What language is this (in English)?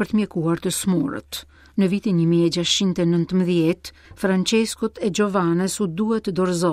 Albanian